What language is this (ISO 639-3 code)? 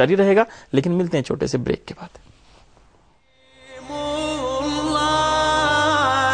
urd